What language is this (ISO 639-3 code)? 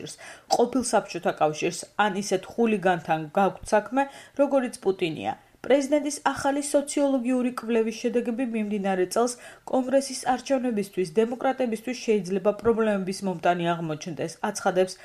kat